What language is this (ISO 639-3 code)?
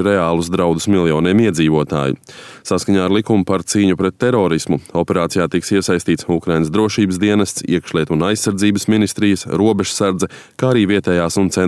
lav